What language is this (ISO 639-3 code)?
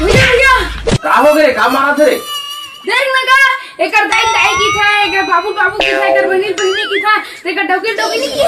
hne